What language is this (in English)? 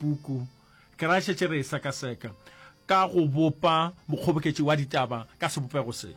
Northern Sotho